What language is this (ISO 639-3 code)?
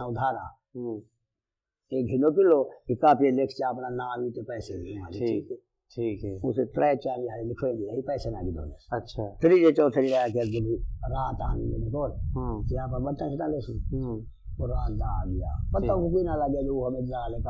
skr